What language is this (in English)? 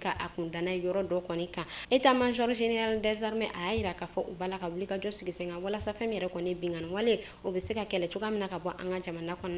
Bambara